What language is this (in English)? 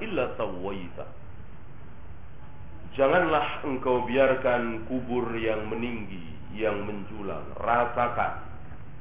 Indonesian